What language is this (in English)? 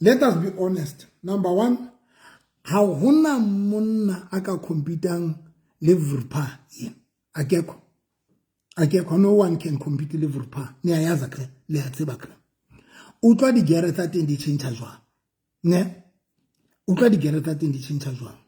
Southern Sotho